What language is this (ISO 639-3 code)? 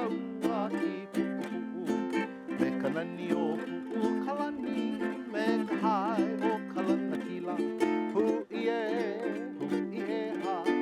haw